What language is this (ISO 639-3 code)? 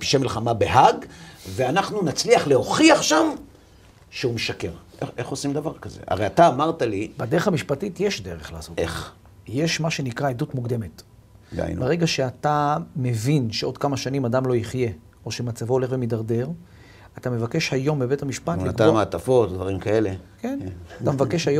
heb